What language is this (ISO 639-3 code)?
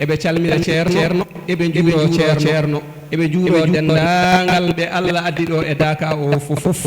ful